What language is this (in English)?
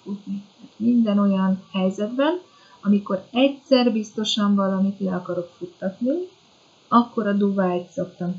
Hungarian